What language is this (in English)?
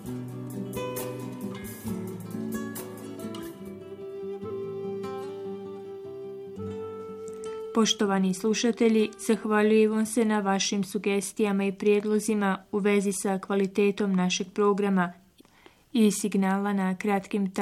Bosnian